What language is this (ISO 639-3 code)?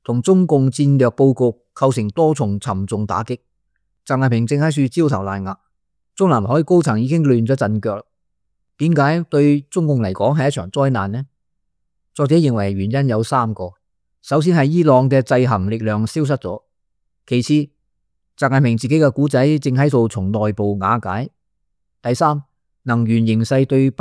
yue